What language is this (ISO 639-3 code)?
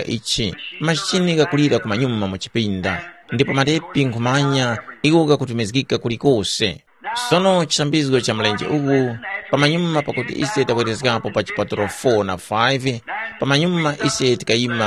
tum